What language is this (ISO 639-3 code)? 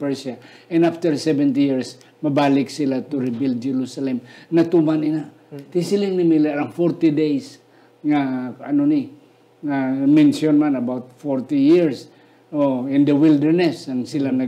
hil